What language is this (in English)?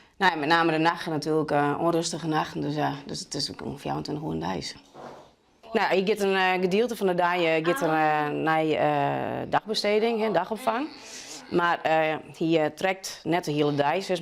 Western Frisian